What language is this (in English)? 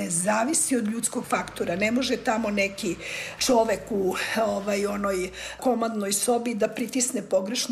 Serbian